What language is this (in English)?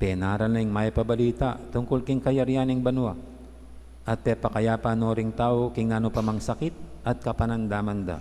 Pampanga